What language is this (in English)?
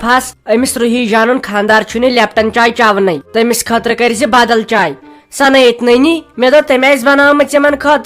Kashmiri